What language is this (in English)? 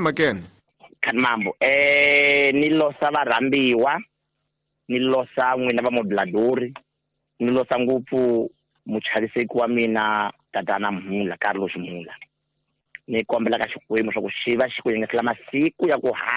Tsonga